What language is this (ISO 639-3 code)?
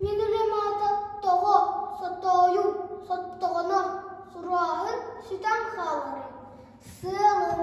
sah